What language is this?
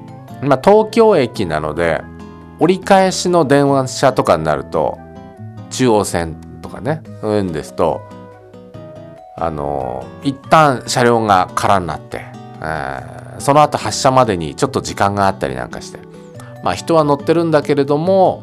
Japanese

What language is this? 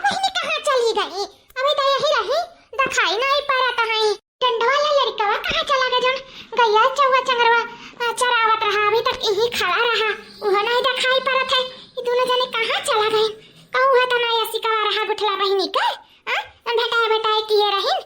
Awadhi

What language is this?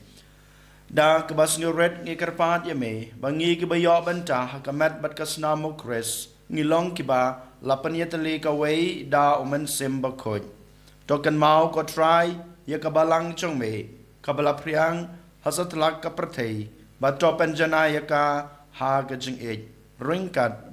Khasi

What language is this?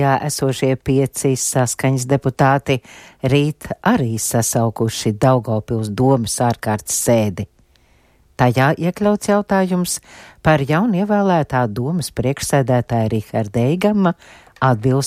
Latvian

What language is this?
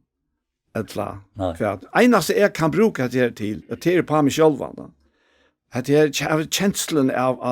Faroese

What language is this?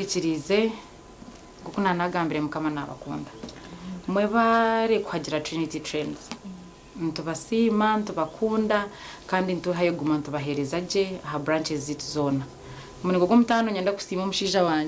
Nyankole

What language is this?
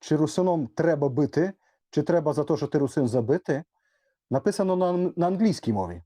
Rusyn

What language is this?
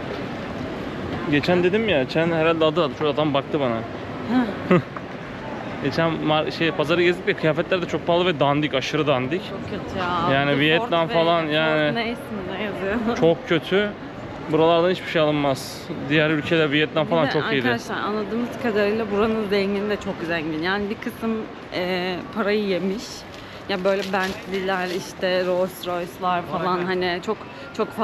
Turkish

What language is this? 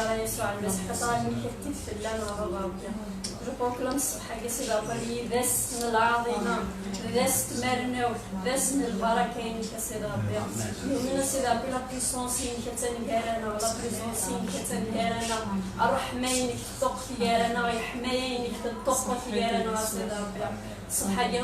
Kabyle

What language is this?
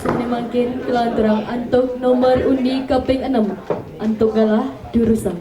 Balinese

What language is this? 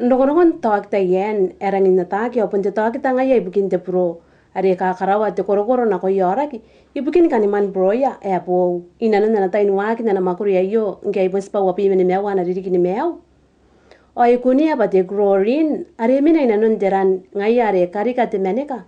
Gilbertese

